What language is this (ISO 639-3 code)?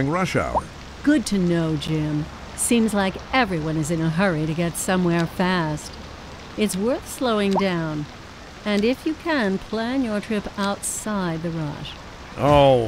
eng